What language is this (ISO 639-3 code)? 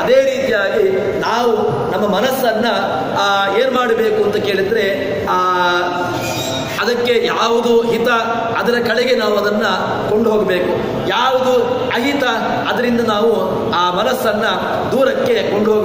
kan